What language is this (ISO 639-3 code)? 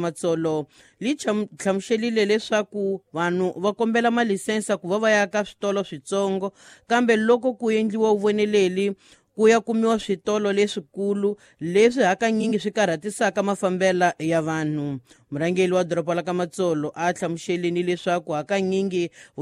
tso